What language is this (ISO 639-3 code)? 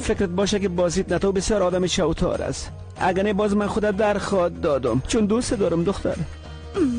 fas